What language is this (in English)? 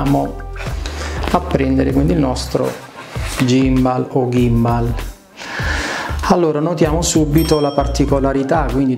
Italian